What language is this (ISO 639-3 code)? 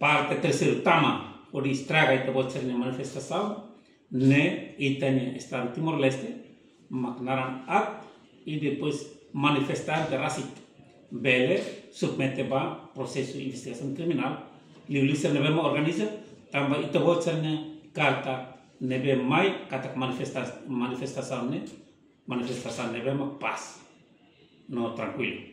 tet